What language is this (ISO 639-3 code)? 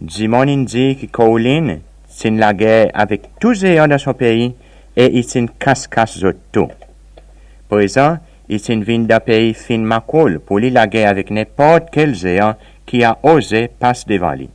crs